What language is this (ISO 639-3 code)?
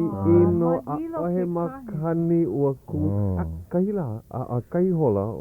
haw